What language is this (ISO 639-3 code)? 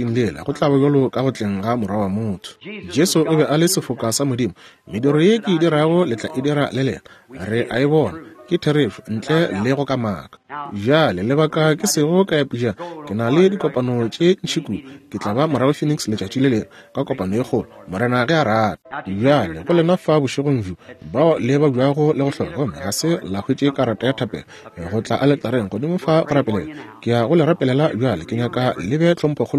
nso